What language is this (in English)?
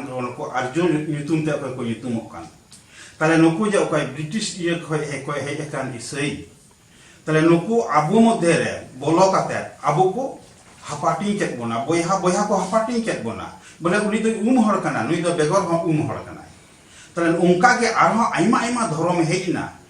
Santali